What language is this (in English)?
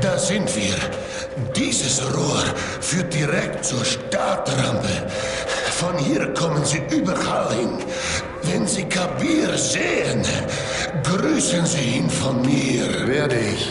Bavarian